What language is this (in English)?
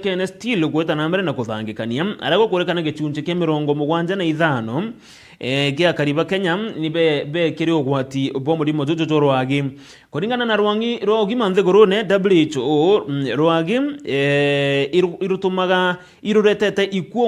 Meru